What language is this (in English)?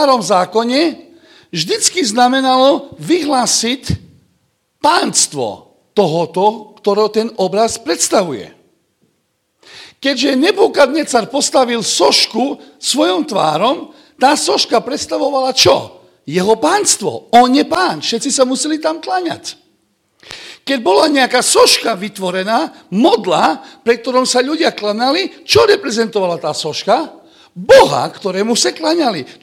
Slovak